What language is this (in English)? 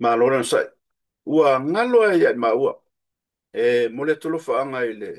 Samoan